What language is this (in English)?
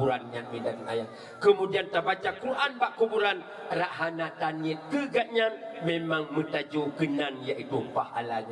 Achinese